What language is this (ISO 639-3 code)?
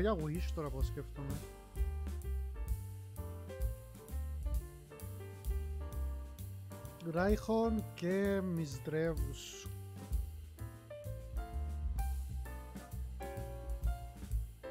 ell